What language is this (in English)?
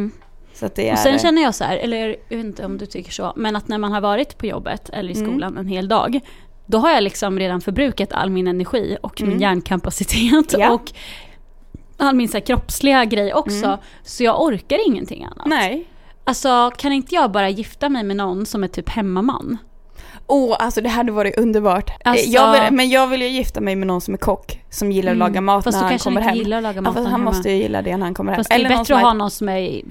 Swedish